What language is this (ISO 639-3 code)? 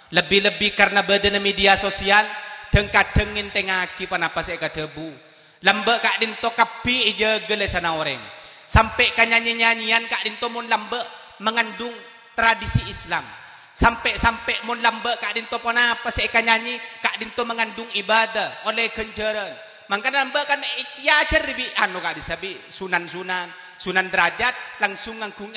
mad